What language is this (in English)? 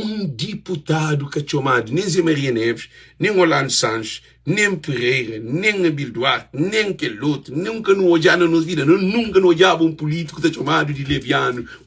Kabuverdianu